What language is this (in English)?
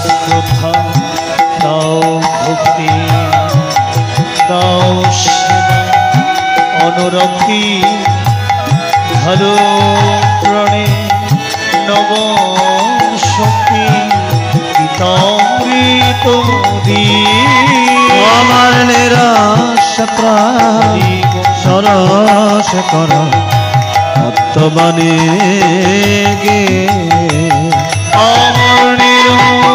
Bangla